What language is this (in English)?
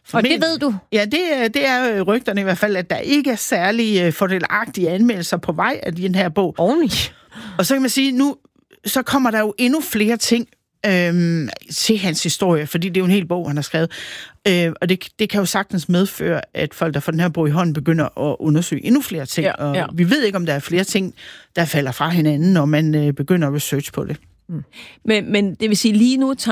Danish